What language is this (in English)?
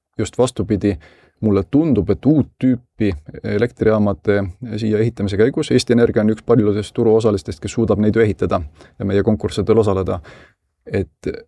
Estonian